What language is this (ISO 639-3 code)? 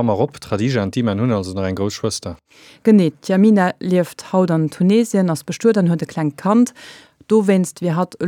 ltz